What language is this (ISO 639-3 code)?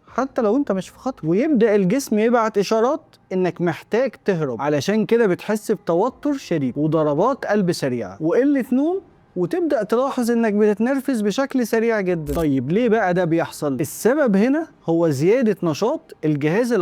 arz